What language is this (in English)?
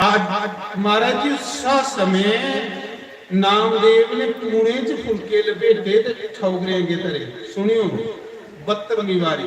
Dogri